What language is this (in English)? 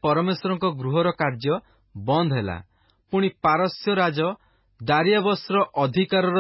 Odia